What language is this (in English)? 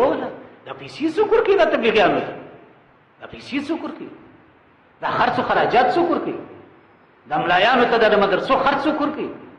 Pashto